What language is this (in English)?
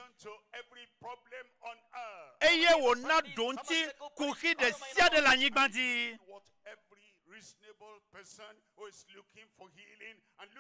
Ewe